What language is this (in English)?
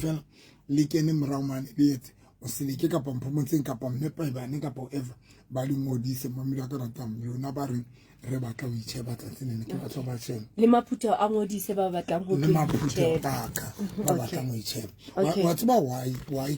Southern Sotho